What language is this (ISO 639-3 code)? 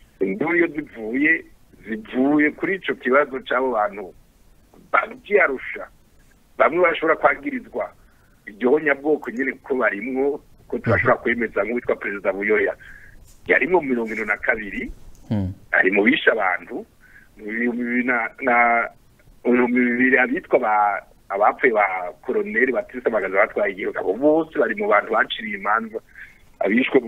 run